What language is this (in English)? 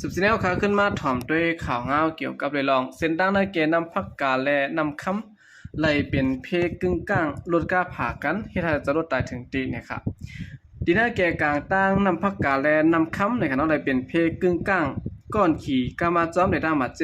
Shan